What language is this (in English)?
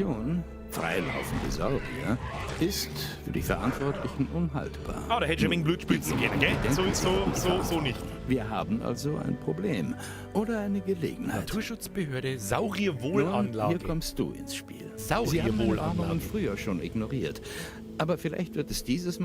Bavarian